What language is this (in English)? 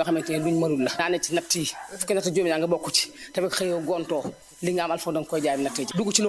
Wolof